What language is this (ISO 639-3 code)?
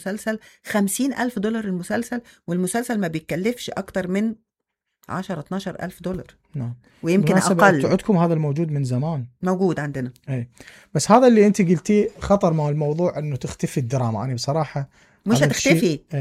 acm